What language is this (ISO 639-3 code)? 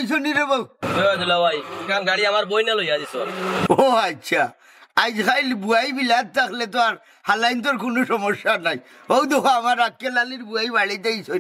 syl